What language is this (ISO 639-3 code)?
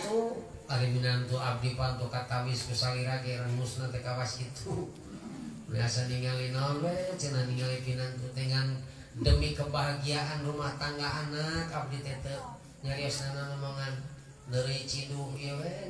sun